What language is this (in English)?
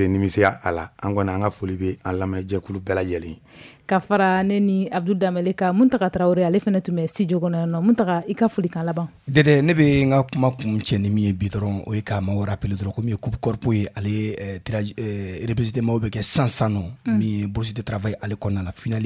Bambara